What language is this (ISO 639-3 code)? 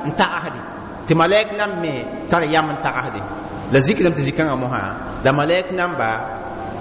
mos